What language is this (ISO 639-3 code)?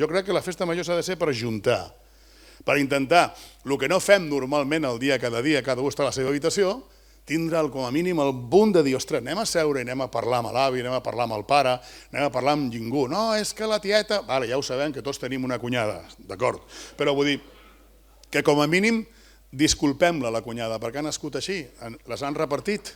cat